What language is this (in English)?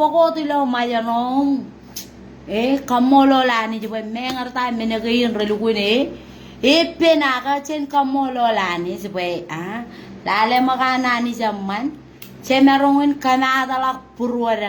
Marshallese